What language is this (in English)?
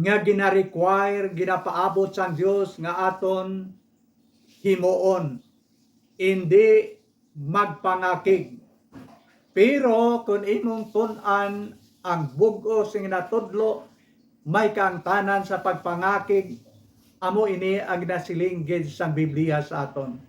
Hiligaynon